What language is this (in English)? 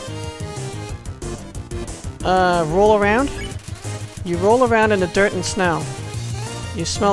English